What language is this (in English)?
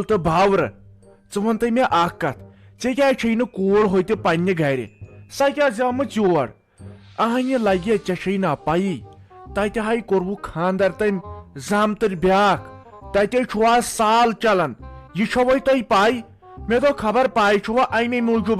Kashmiri